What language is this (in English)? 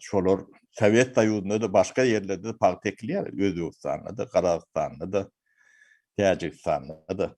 Turkmen